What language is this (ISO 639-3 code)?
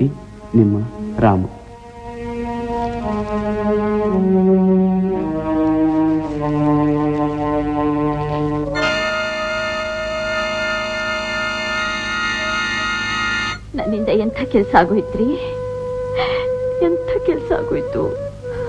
kan